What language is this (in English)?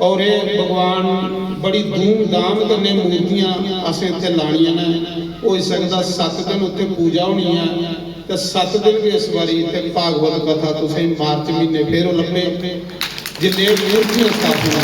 Dogri